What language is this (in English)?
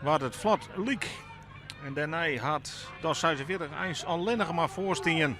Western Frisian